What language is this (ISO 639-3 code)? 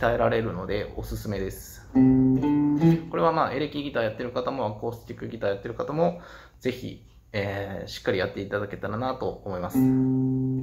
jpn